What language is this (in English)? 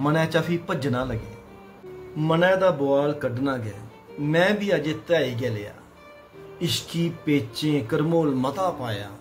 Dogri